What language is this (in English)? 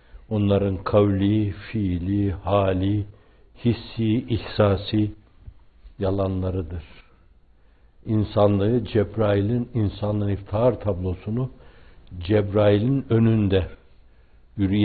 Turkish